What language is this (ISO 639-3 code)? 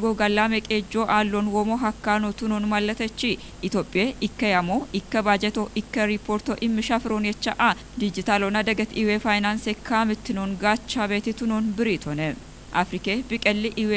kbr